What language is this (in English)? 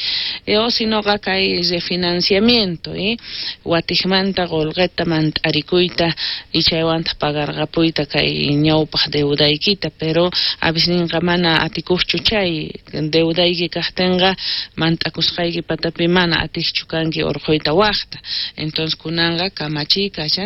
South Bolivian Quechua